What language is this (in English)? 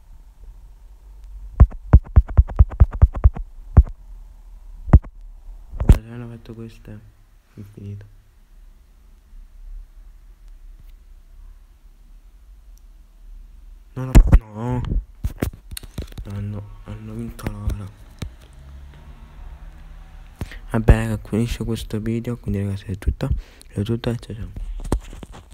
Italian